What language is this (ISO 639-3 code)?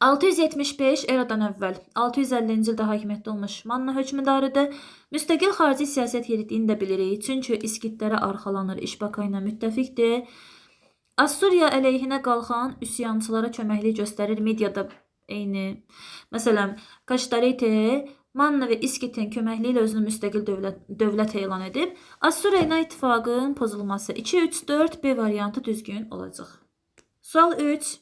aze